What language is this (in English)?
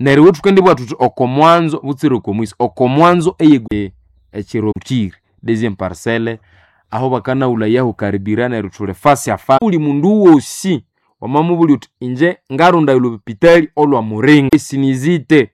Nande